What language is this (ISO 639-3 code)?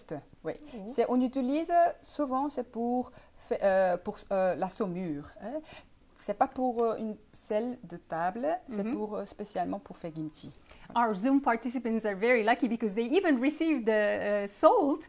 fra